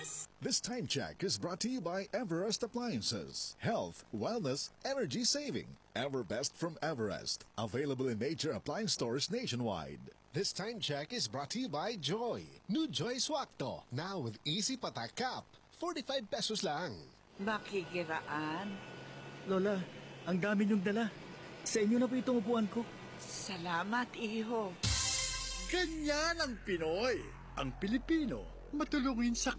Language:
Filipino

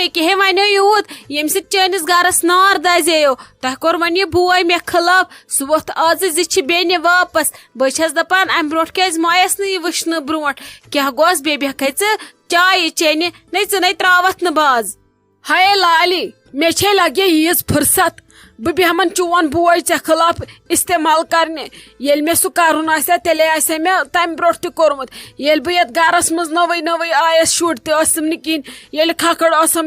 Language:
Kashmiri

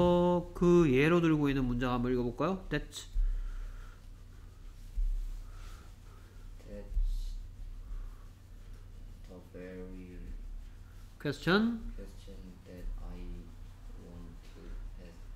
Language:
Korean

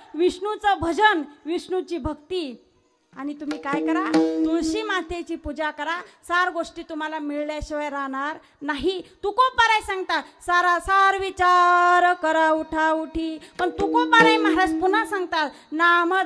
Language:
Marathi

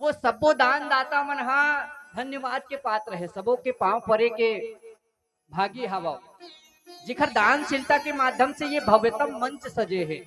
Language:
Chhattisgarhi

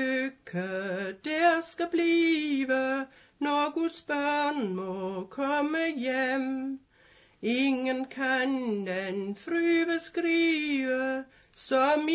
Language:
Danish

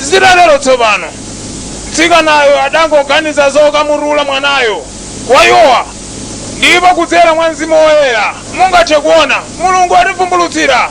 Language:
Nyanja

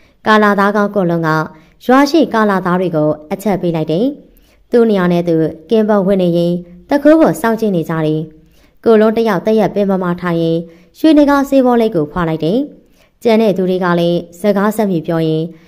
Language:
Burmese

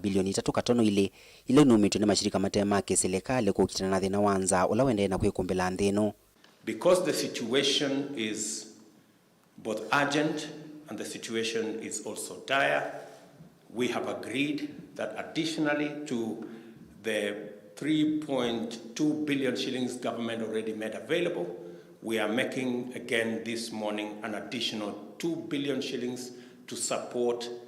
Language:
Kamba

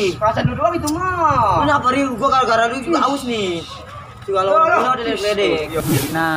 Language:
Betawi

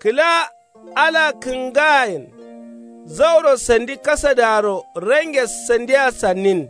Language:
Kanuri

